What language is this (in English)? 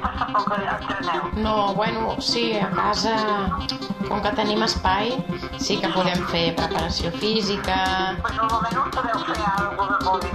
Catalan